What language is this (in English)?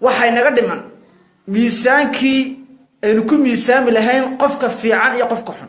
Somali